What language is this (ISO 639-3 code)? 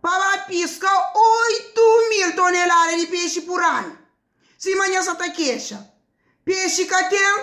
kea